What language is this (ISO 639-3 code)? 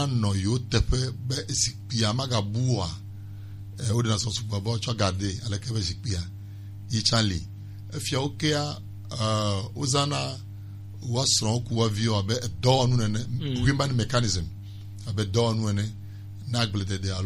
gej